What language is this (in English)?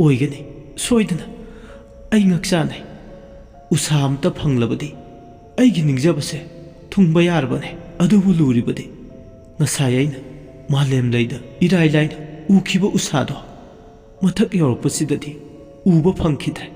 Manipuri